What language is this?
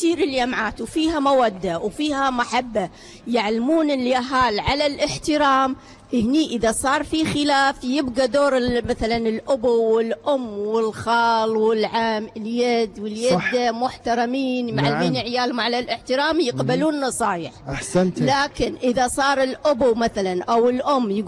Gulf Arabic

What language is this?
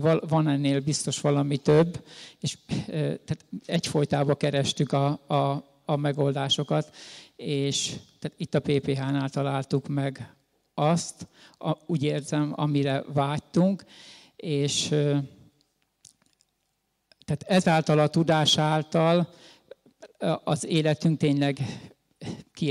Hungarian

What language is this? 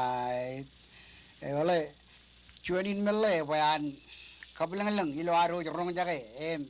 Marshallese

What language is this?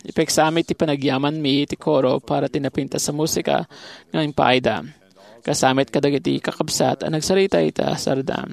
Iloko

